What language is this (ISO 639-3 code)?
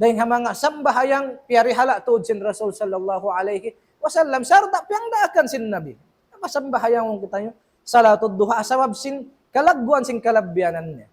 tsg